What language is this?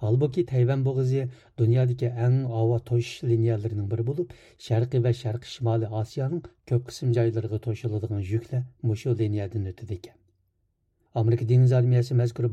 Uyghur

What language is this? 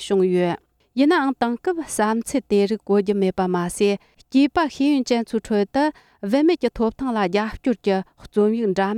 Tibetan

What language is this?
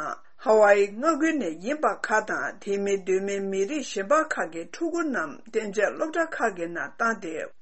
Tibetan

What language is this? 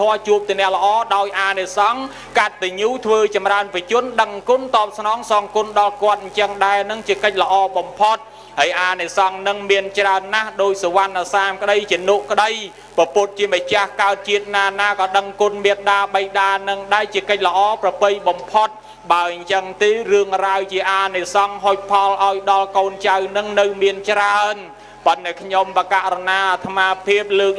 Khmer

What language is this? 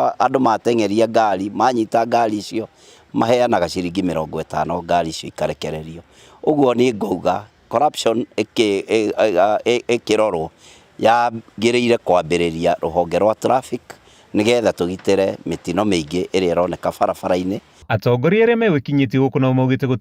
Kikuyu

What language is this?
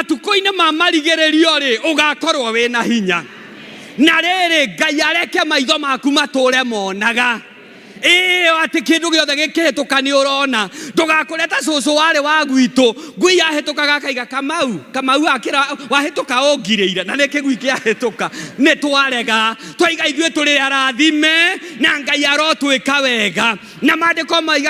Kikuyu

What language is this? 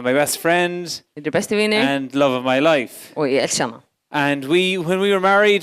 Faroese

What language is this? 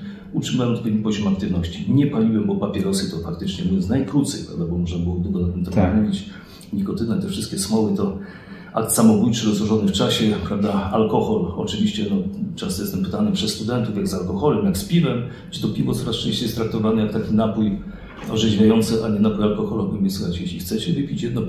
Polish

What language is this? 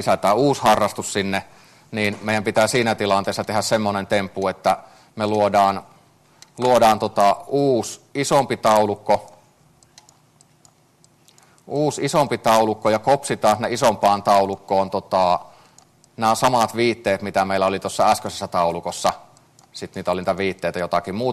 Finnish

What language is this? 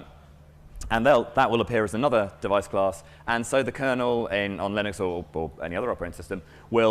English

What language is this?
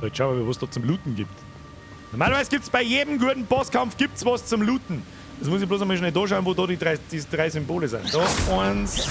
Bavarian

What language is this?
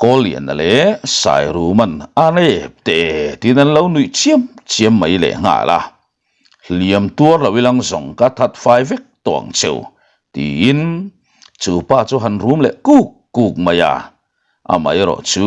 Mizo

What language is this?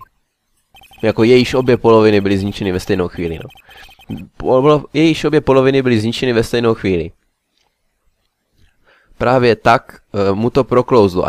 Czech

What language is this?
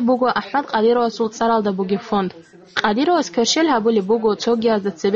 Avaric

